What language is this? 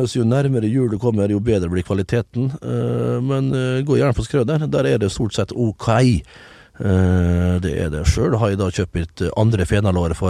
Norwegian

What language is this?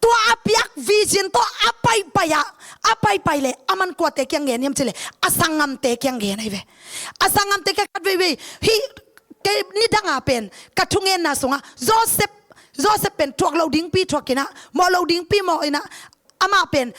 Tedim Chin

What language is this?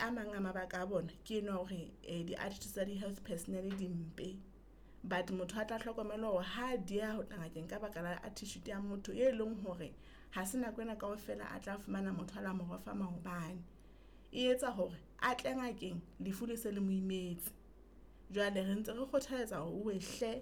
Southern Sotho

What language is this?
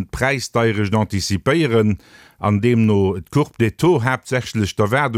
Luxembourgish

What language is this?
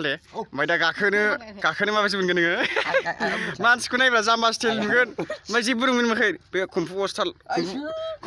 Bodo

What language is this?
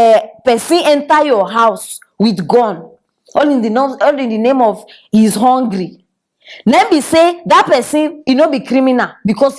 Nigerian Pidgin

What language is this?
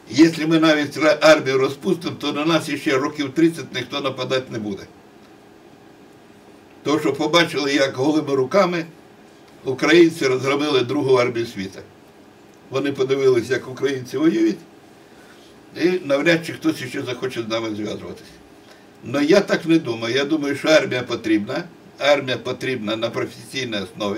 Ukrainian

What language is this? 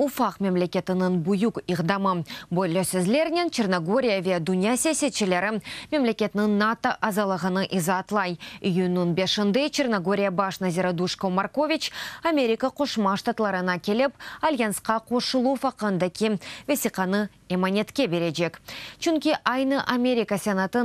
Crimean Tatar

